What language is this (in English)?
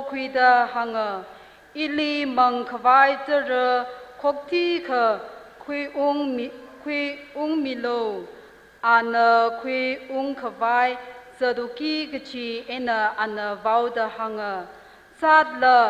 Tangkhul Naga (India)